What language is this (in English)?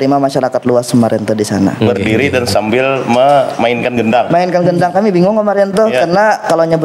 Banjar